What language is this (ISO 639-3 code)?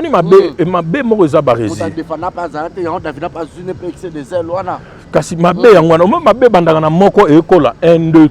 lin